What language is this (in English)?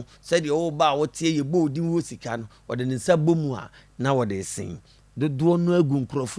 Akan